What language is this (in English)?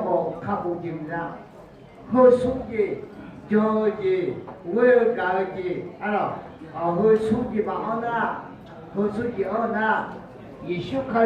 Akha